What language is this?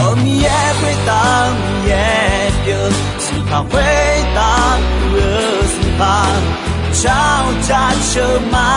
Akha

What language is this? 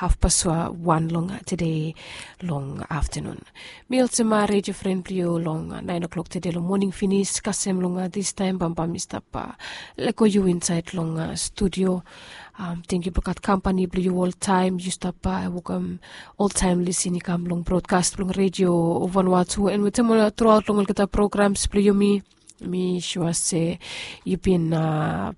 Bislama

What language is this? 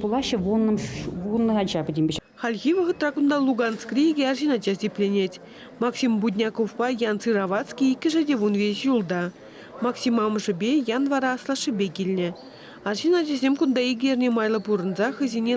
Chuvash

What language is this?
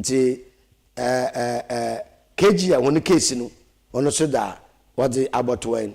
Akan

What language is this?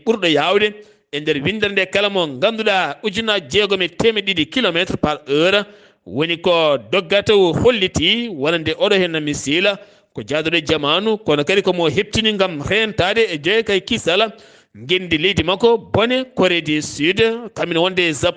Fula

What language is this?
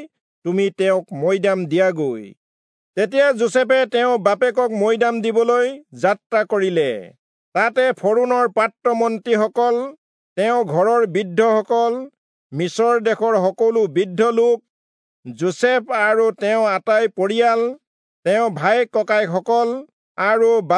Assamese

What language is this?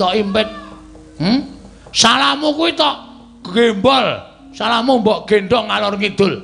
Javanese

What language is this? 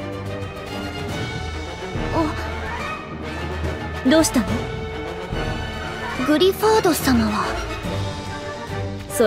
Japanese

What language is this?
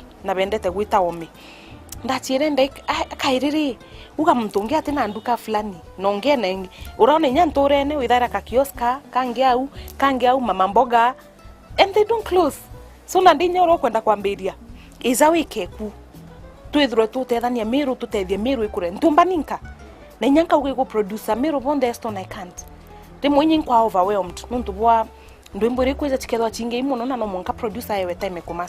Meru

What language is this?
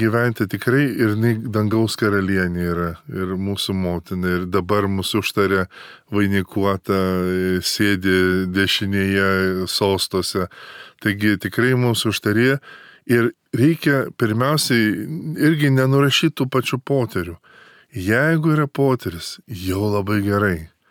Lithuanian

